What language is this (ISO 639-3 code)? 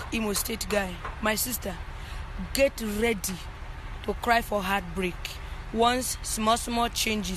pcm